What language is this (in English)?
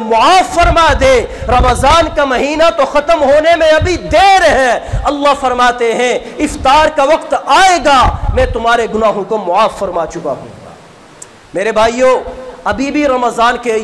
Urdu